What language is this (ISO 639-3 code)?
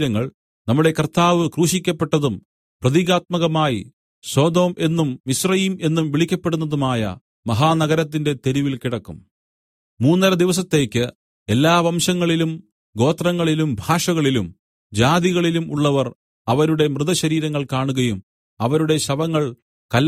mal